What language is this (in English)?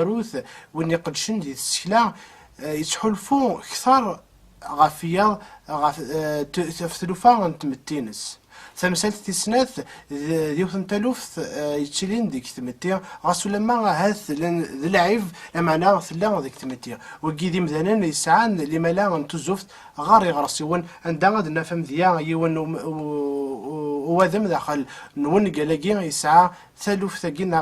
Kabyle